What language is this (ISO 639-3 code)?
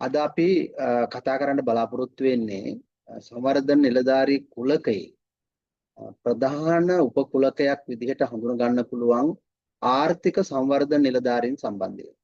sin